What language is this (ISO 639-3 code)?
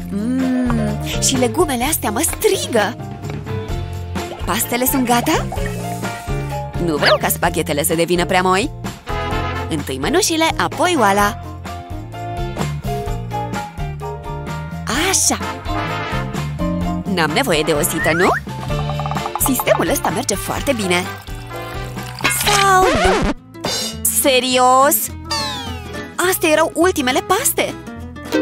ron